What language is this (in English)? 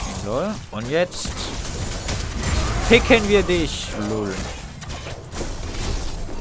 German